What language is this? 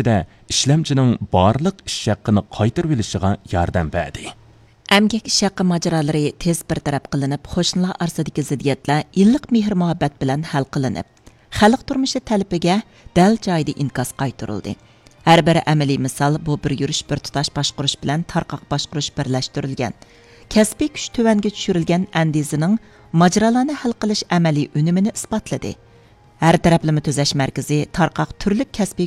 Uyghur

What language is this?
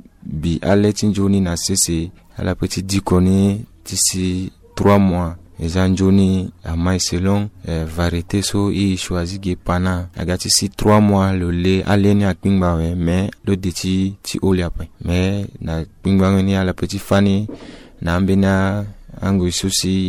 Sango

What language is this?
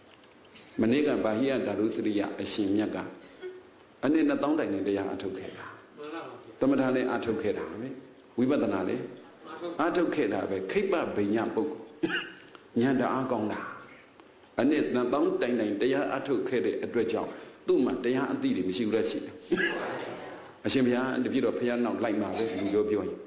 Burmese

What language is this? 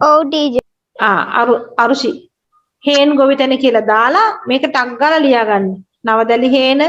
Sinhala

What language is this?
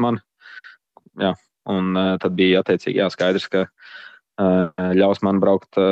Latvian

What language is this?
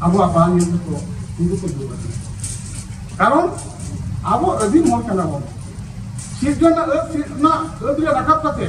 Santali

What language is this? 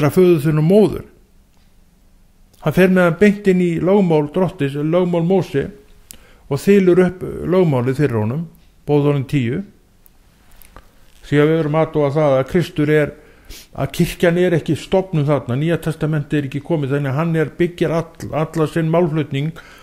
Icelandic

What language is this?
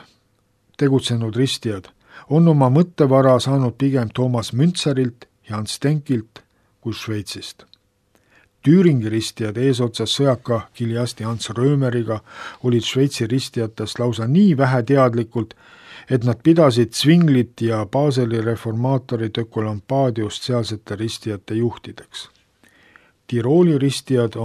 Estonian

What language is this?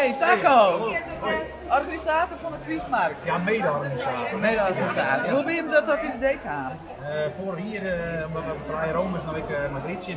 Western Frisian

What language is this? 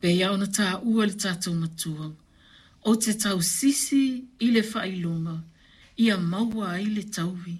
Samoan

